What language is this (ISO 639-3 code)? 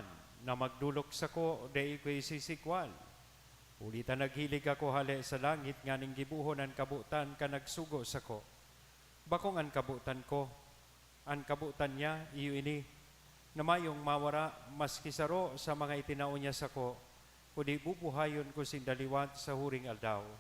bik